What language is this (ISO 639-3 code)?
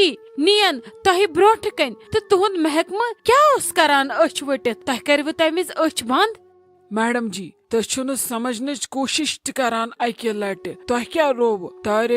kas